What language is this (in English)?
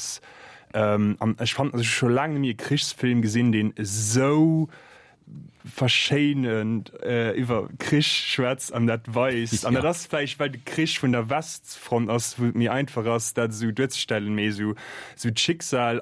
Luxembourgish